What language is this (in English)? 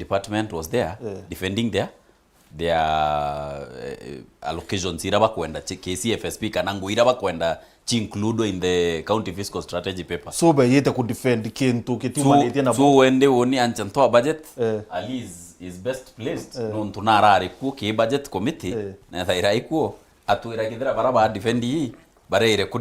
Meru